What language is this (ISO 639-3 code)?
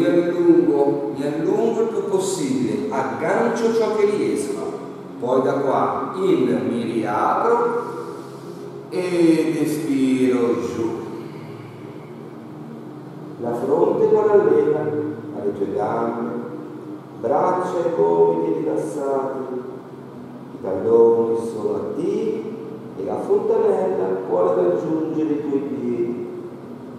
ita